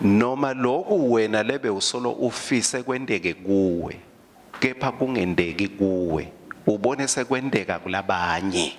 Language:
Swati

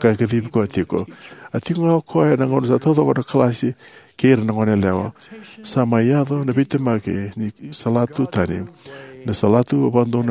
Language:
Fijian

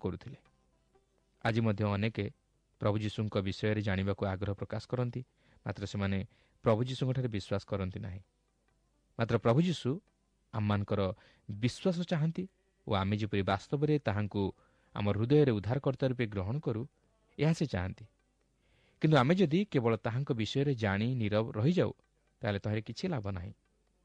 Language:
Odia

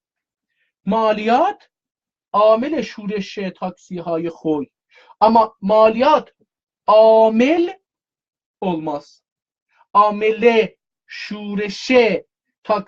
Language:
South Azerbaijani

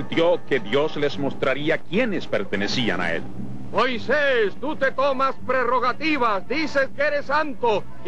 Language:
Spanish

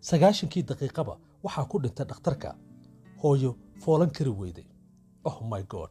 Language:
Somali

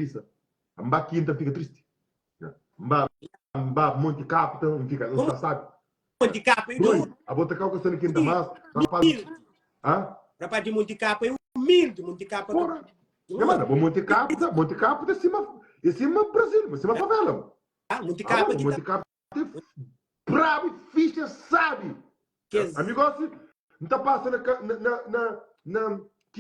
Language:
Kabuverdianu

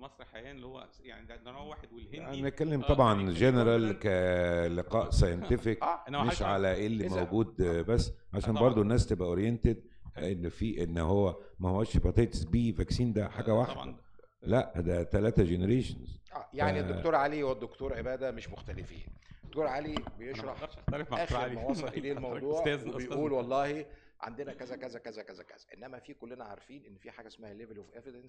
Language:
Egyptian Arabic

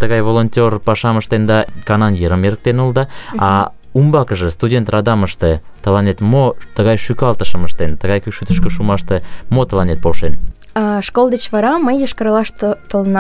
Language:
Mari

